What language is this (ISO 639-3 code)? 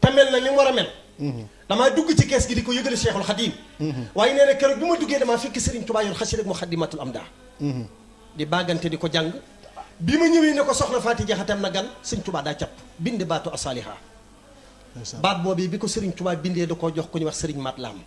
wol